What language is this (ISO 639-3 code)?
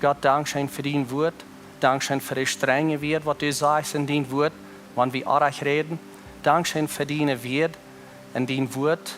pdt